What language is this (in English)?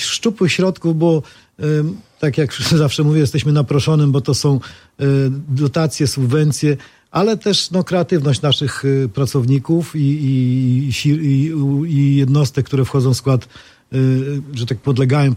Polish